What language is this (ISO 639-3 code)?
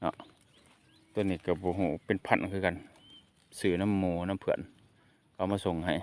lao